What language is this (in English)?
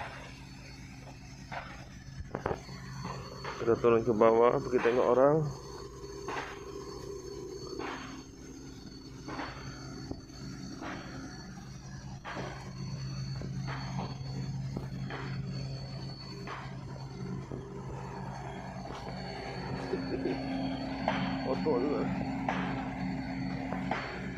Malay